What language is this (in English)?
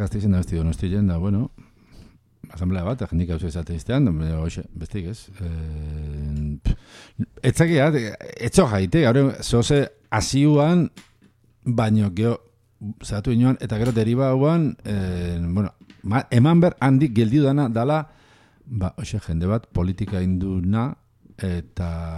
Basque